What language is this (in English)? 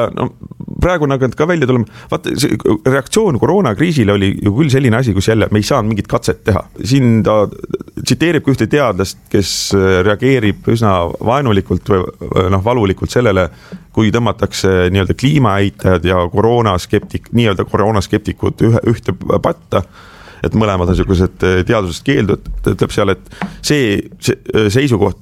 Estonian